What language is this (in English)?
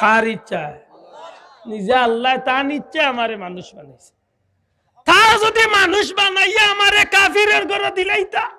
Sylheti